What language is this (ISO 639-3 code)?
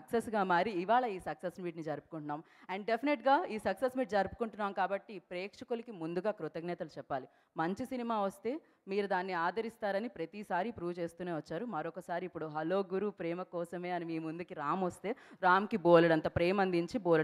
tel